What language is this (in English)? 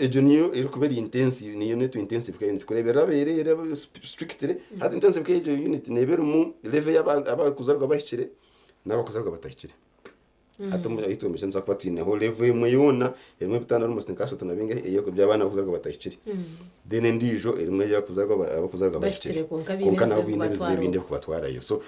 Nyankole